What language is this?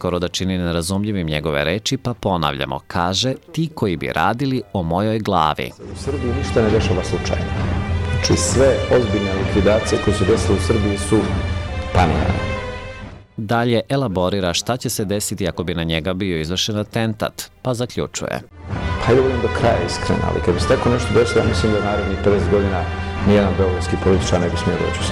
Serbian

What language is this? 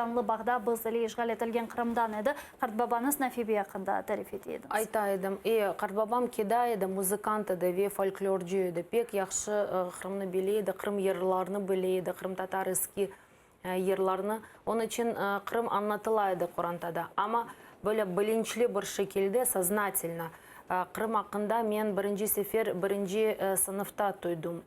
Crimean Tatar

